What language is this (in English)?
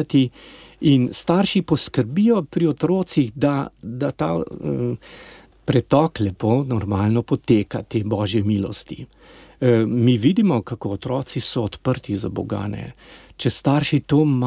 Slovenian